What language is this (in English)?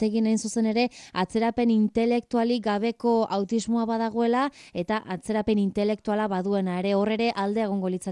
Basque